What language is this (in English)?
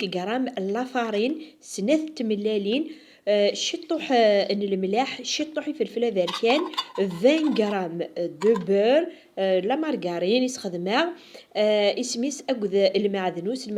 Kabyle